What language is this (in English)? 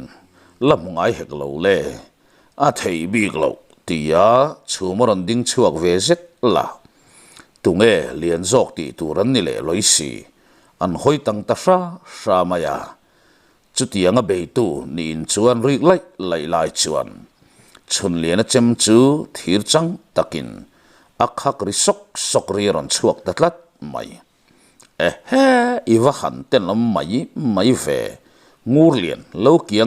Mizo